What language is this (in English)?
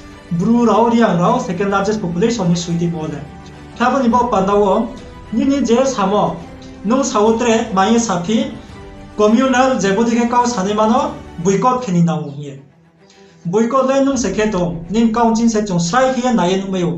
Riang (India)